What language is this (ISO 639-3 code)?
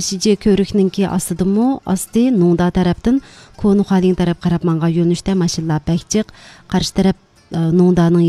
uig